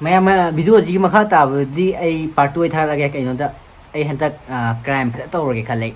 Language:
Manipuri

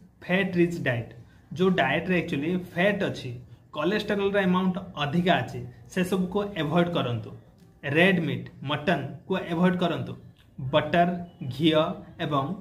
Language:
Odia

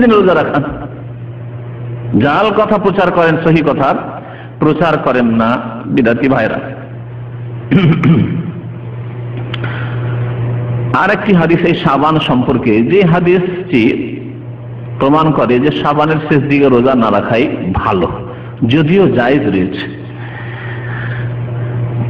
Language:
Bangla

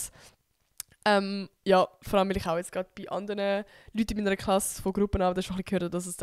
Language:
Swiss German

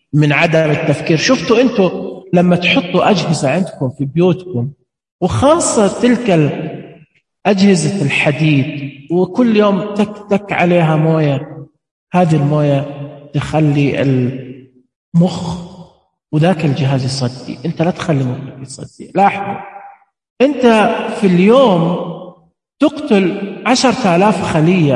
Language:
Najdi Arabic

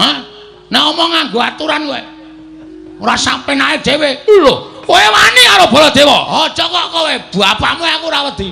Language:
Javanese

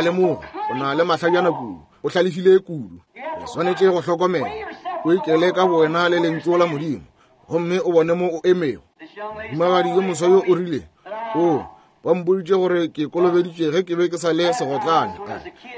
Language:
Northern Sotho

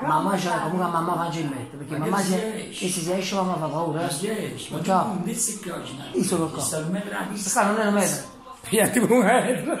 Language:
Neapolitan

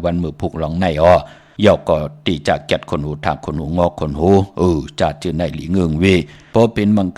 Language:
Shan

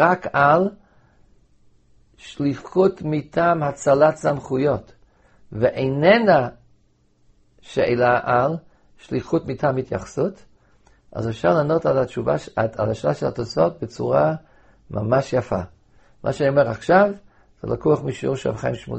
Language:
Hebrew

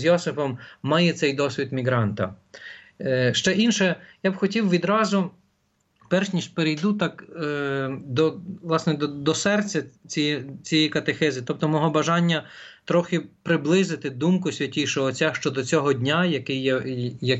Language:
Ukrainian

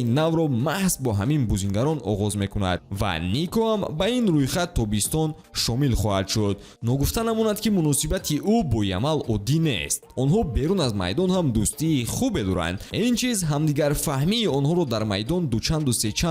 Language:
Tajik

